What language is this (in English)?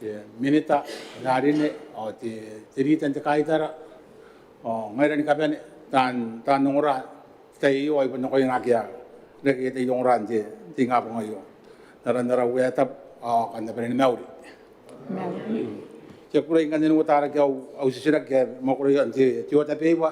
Gilbertese